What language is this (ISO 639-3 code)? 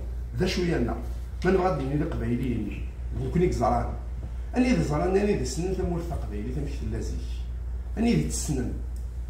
kab